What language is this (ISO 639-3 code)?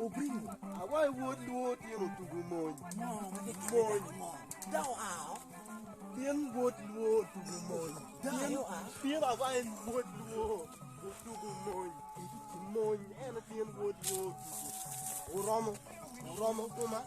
ach